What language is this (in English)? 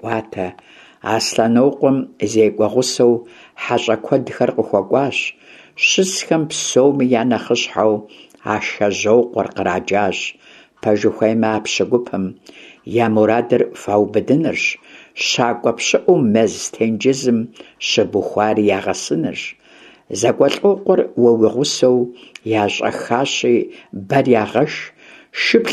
Kabardian